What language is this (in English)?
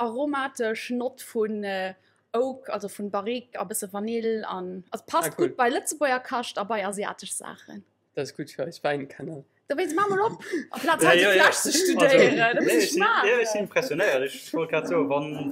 Luxembourgish